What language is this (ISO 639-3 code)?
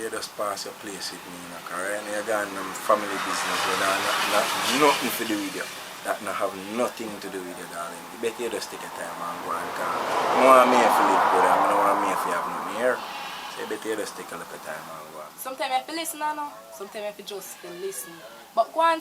jam